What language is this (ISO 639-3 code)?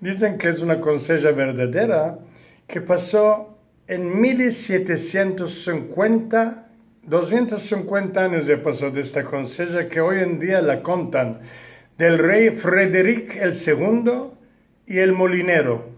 lad